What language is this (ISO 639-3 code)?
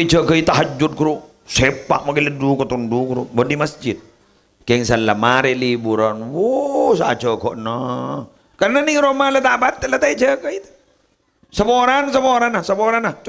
mad